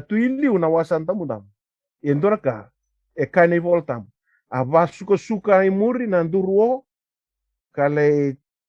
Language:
Fijian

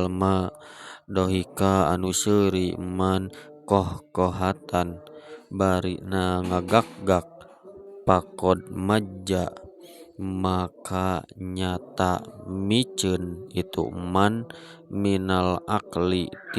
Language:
Sundanese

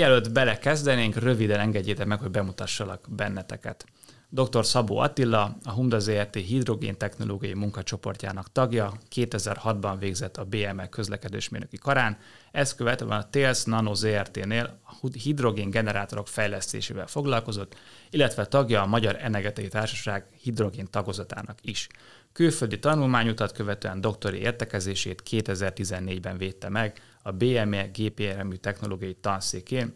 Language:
Hungarian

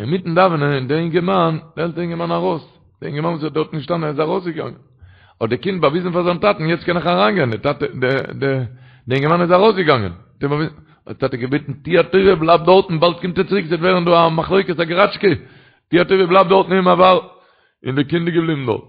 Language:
Yiddish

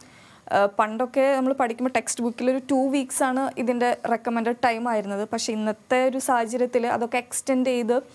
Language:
Malayalam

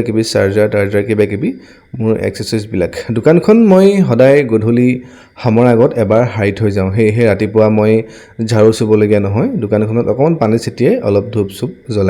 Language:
Assamese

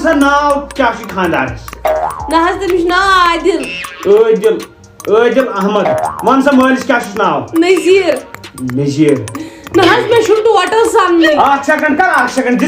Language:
Kashmiri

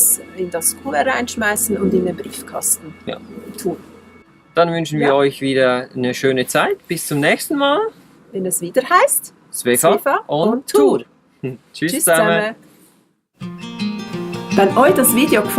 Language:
Swiss German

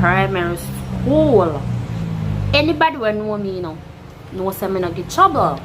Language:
Jamaican Creole English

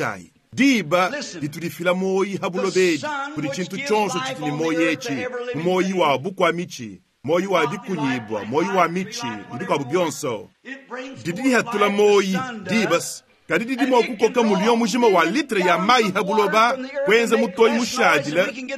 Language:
Luba-Lulua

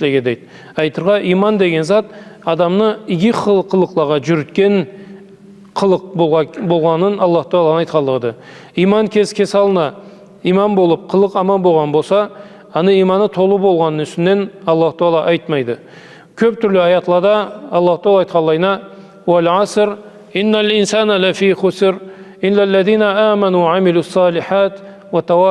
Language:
Karachay-Balkar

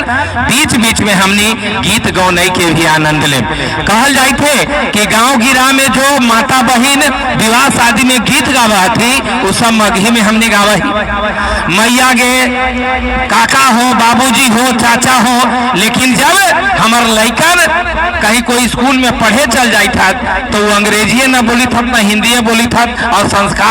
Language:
Magahi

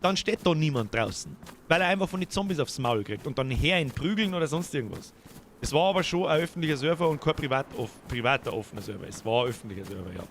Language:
Bavarian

